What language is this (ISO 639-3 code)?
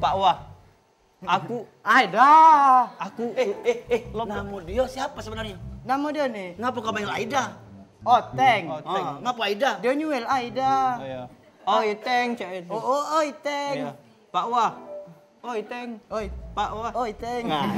mui